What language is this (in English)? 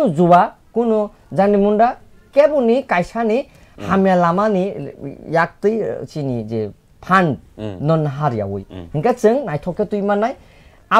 Kok Borok